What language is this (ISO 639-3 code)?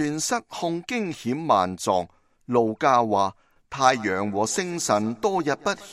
yue